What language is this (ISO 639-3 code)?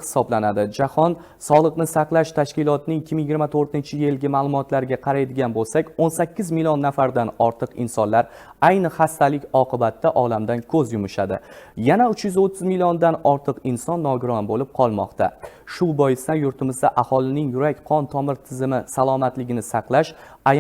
uzb